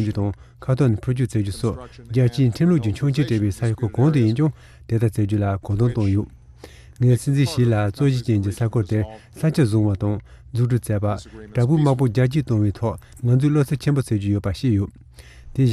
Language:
Tibetan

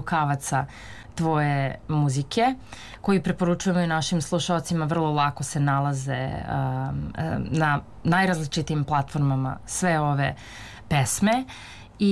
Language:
Serbian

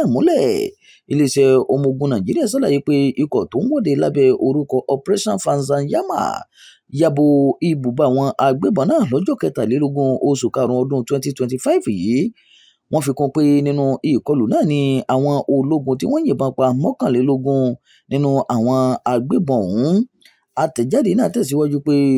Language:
Yoruba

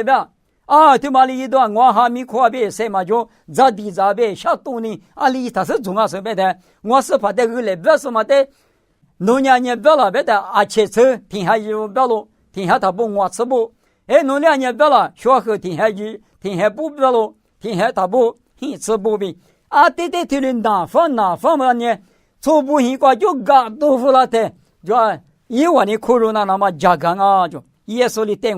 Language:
Lisu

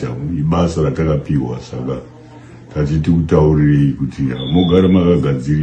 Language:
Shona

